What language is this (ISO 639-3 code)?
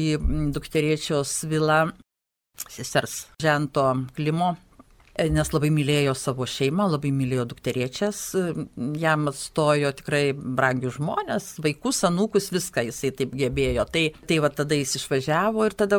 lit